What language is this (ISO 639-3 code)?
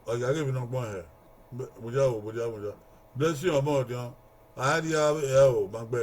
bin